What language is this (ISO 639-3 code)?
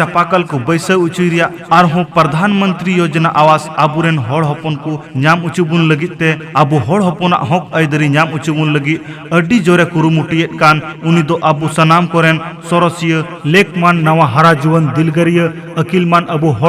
sat